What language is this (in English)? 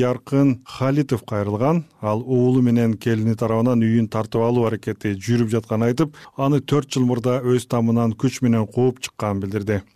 Kyrgyz